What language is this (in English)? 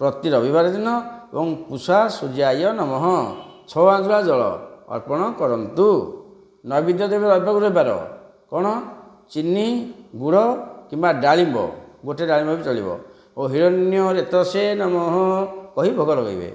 Odia